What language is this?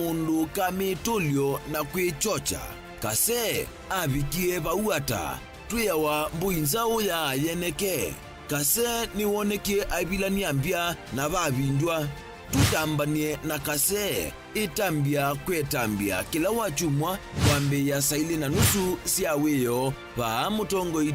Kamba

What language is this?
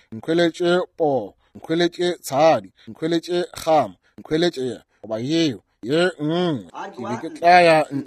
Northern Sotho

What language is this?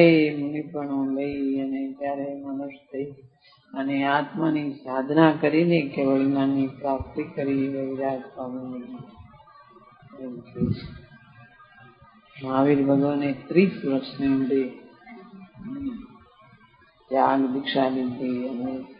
Gujarati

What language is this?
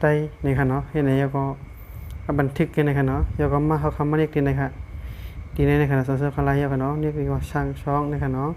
Shan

